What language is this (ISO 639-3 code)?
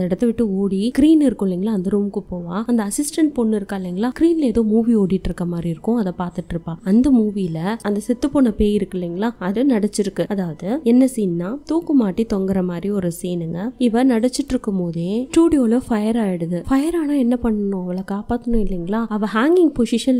tam